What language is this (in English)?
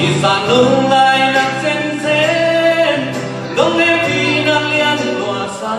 Tedim Chin